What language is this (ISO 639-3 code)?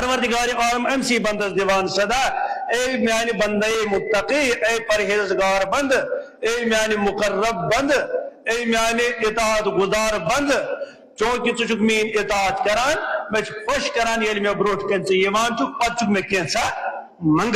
kas